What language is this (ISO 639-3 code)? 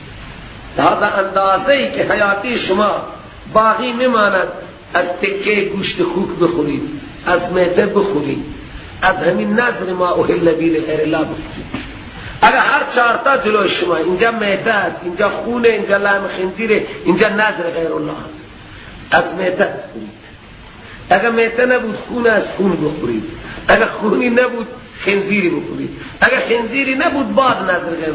fas